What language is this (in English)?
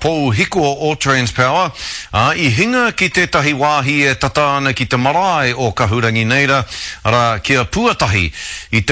Māori